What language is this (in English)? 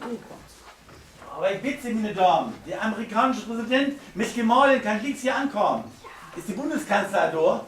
Low German